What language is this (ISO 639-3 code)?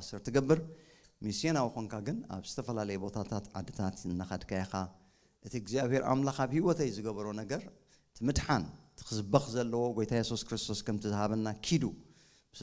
tir